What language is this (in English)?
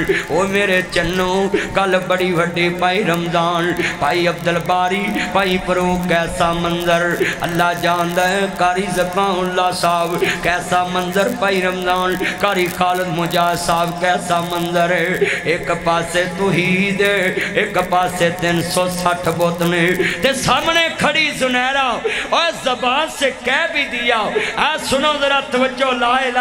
Western Panjabi